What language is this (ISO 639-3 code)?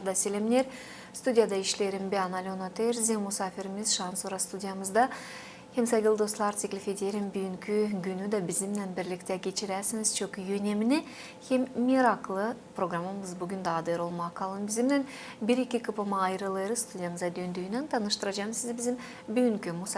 gag